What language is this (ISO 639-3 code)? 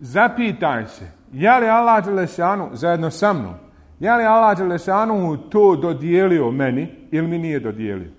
bos